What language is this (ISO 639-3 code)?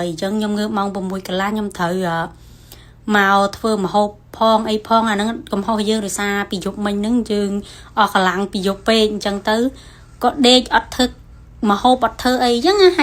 khm